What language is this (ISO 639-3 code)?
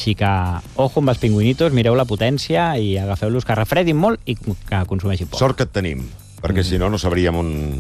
cat